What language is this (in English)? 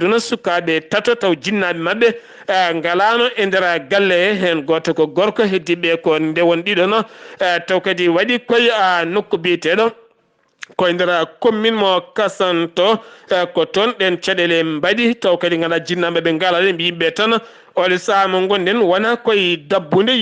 Fula